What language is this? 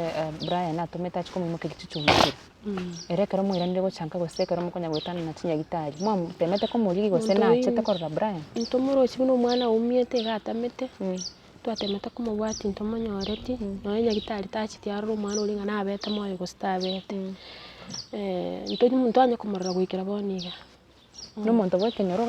Gusii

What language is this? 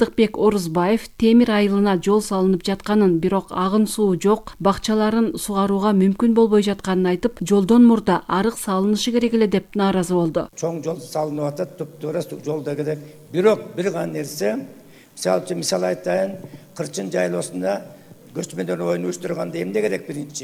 Kyrgyz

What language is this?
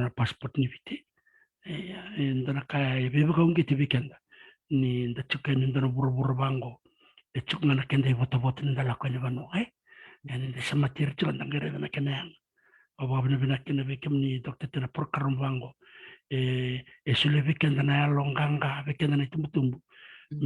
Fijian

